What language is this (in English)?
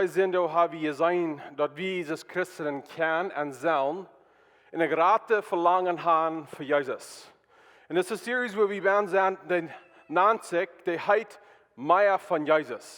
Plautdietsch